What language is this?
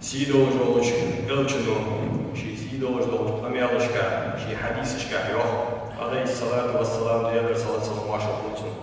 Ingush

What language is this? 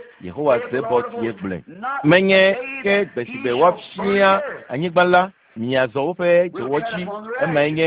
Ewe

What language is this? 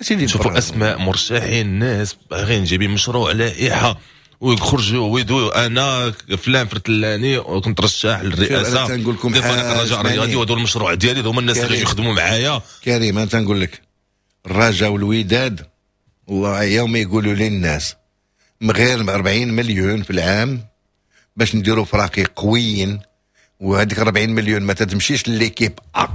Moroccan Arabic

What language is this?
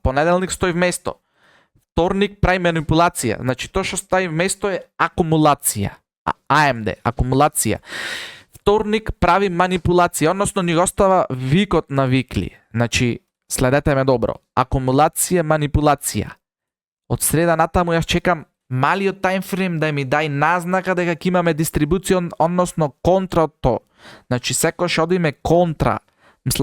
Macedonian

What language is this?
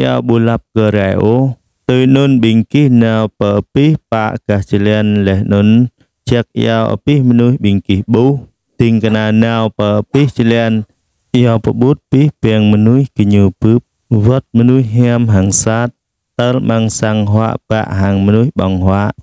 Jarai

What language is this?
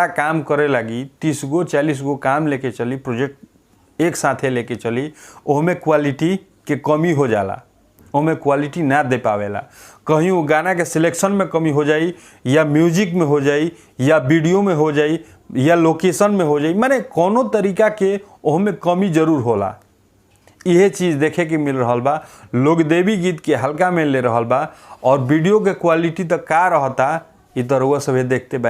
Bhojpuri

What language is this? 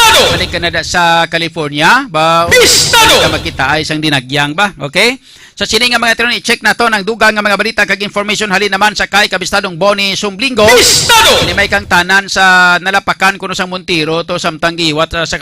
Hiligaynon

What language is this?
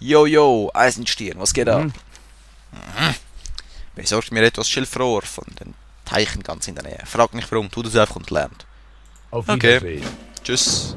Swiss German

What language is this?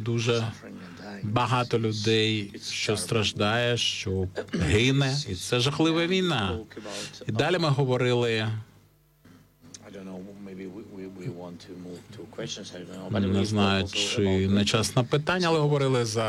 Ukrainian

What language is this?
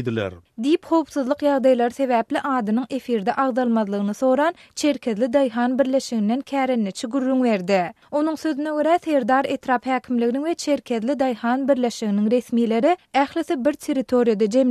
Turkmen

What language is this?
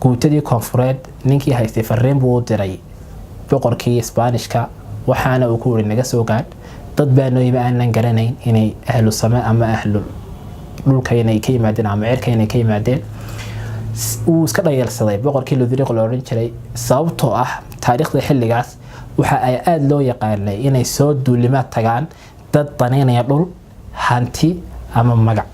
Somali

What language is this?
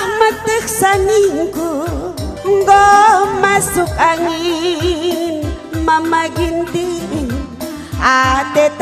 Batak Karo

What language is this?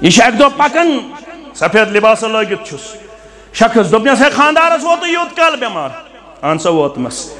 Kashmiri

